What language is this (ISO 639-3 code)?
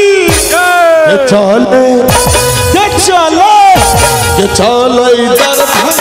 mai